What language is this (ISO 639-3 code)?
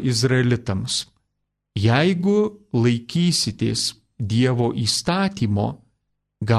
lit